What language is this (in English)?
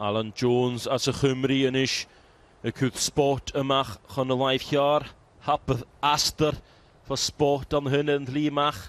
Welsh